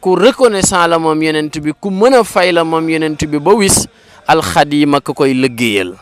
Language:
Wolof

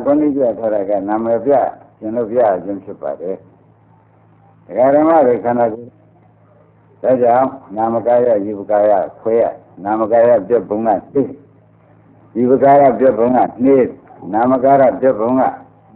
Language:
Burmese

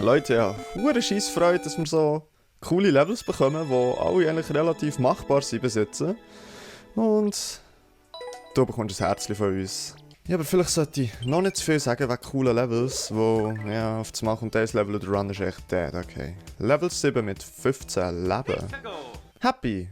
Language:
Swiss German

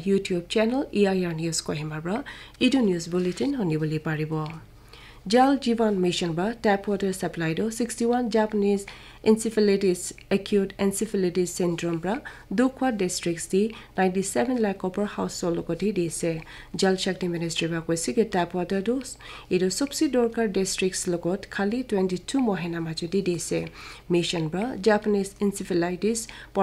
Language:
Naga Pidgin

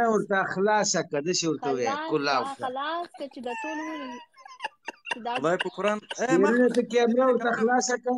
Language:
Pashto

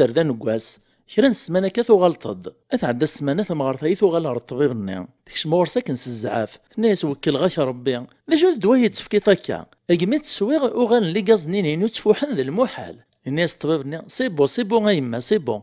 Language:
Kabyle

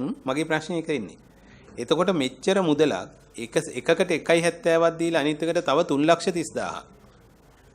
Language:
Sinhala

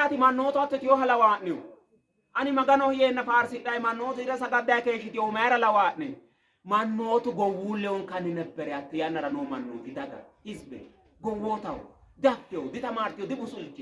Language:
Sidamo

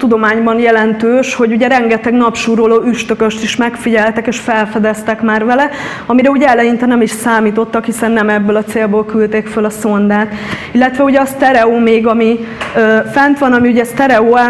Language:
Hungarian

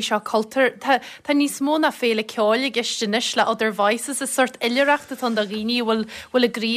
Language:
Irish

